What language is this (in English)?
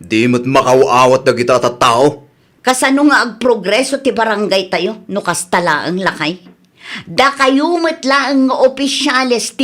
Iloko